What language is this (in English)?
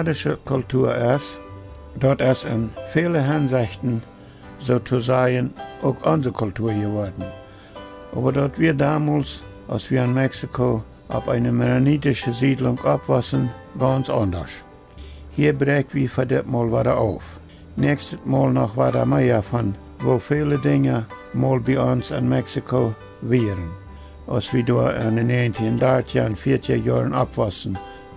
Plautdietsch